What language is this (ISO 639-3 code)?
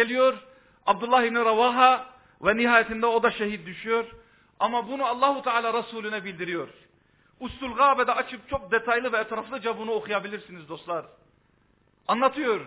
tur